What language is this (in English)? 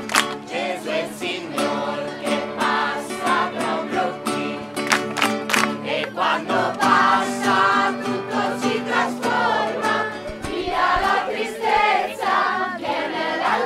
Italian